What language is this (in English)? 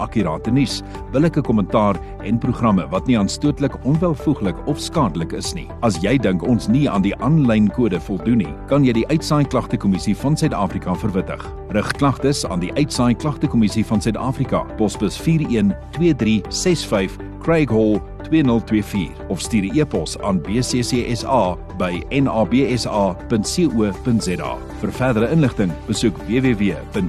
Afrikaans